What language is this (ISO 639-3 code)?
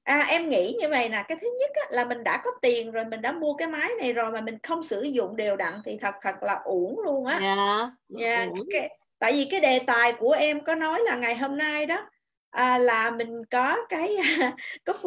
vie